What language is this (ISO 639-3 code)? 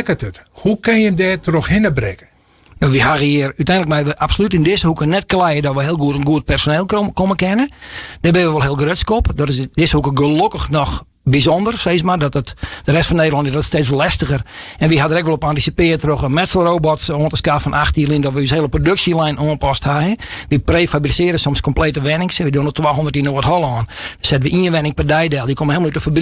fry